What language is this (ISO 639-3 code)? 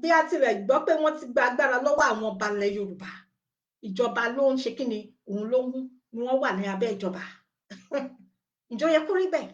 yor